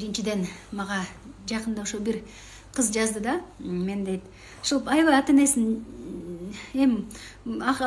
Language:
Kyrgyz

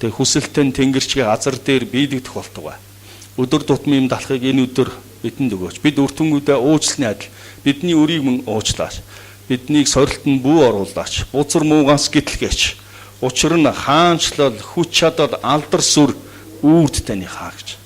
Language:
Mongolian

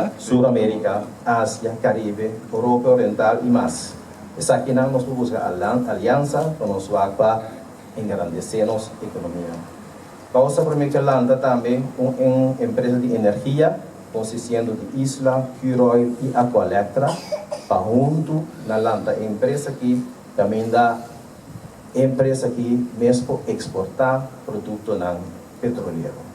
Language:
Papiamento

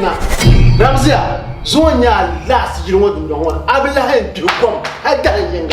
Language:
Dagbani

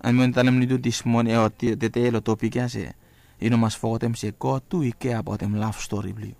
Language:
Bislama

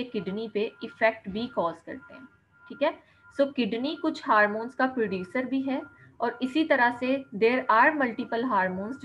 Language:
Hindi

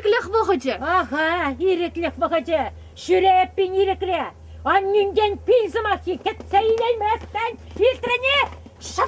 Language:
Chuvash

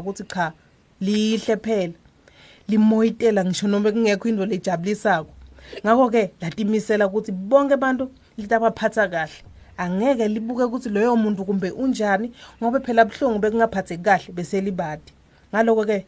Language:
Swati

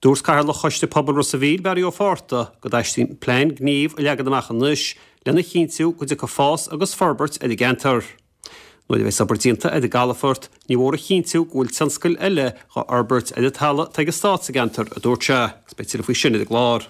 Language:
Irish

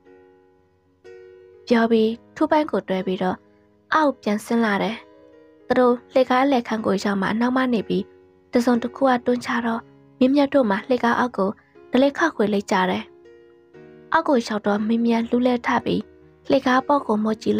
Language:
Burmese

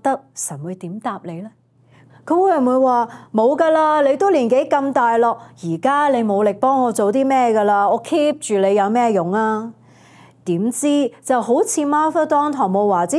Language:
Cantonese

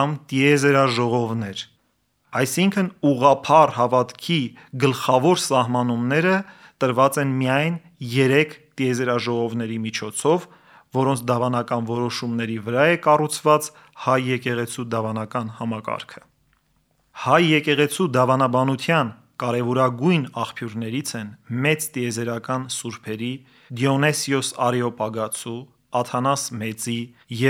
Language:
Armenian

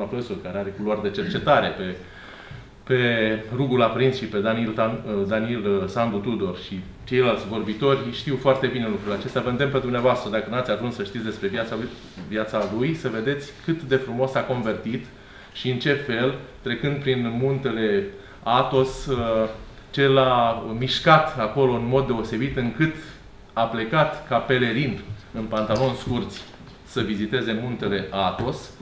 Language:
Romanian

